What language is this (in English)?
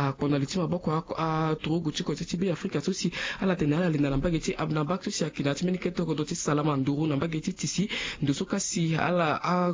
Sango